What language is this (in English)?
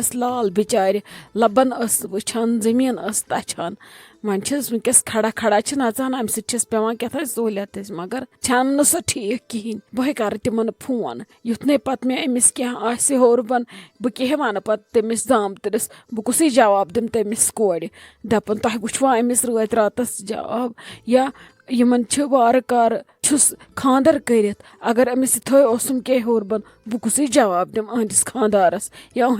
Kashmiri